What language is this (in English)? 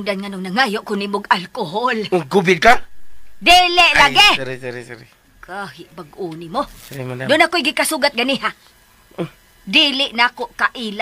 Cebuano